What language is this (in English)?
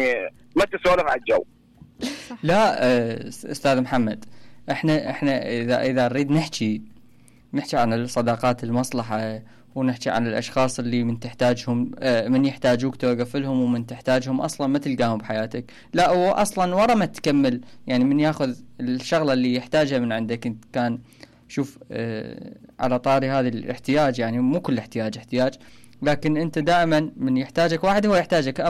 Mesopotamian Arabic